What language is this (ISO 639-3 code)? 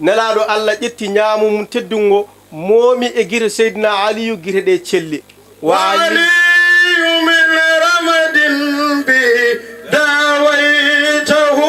ful